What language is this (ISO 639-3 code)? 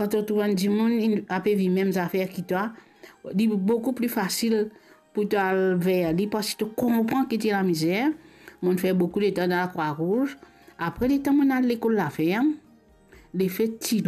mfe